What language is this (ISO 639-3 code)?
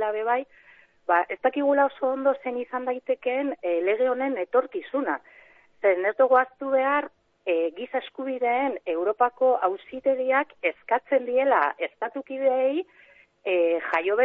eus